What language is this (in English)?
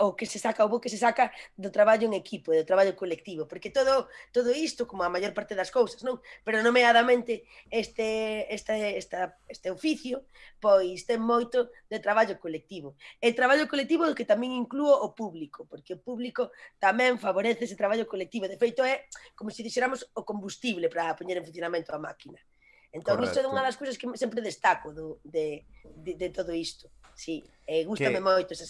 Galician